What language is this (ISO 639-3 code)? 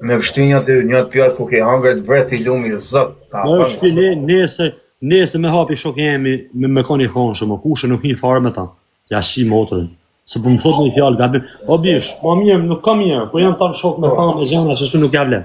sqi